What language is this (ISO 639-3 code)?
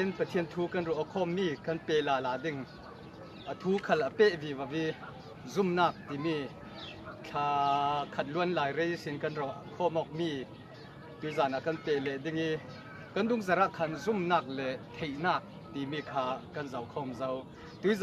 cfm